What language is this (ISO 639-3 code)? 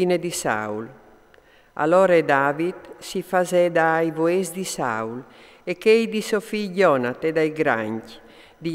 fur